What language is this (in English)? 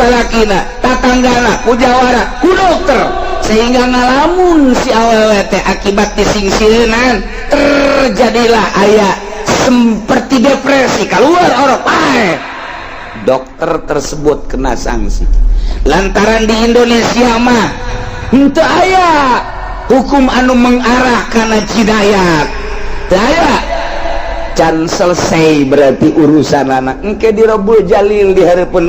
Sundanese